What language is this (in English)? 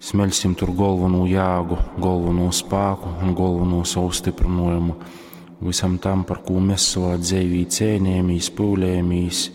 Latgalian